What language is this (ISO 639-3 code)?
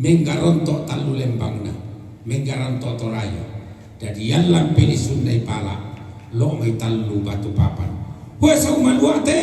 sda